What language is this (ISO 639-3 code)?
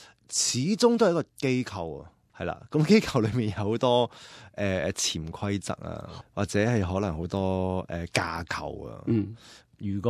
yue